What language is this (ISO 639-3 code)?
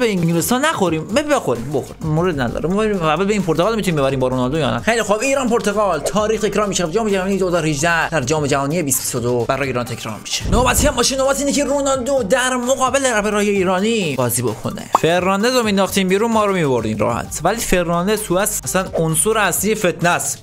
fas